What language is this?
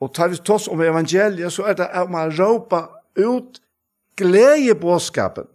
Faroese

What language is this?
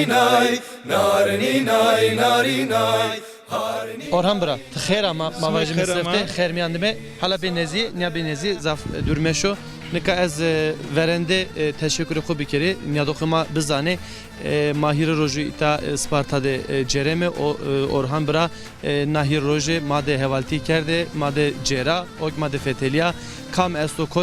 Zaza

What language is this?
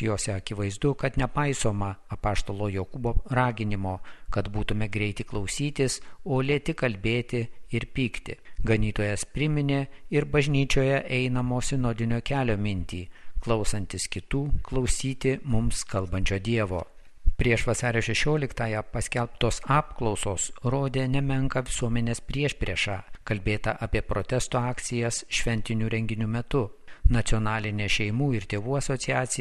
Lithuanian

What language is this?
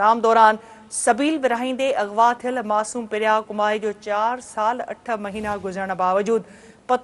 Sindhi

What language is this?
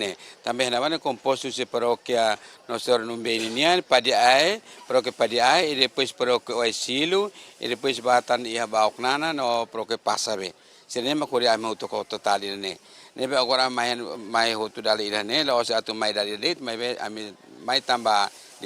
Tetum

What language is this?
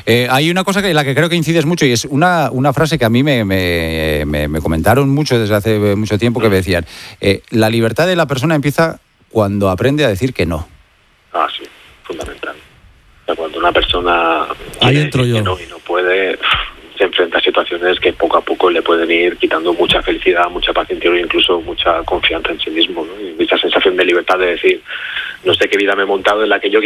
Spanish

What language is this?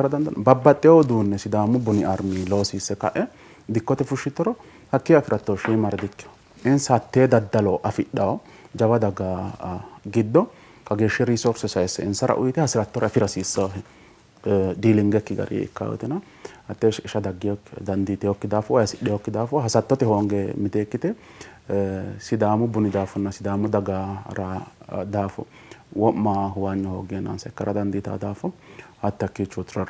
Sidamo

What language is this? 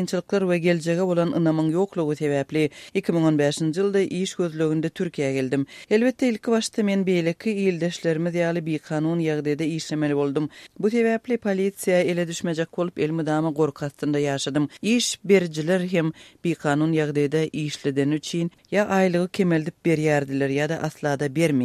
Turkmen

